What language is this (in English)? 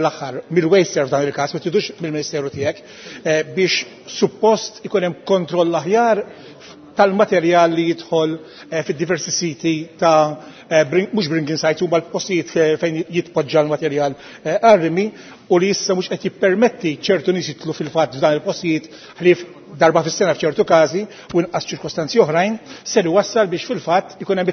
Maltese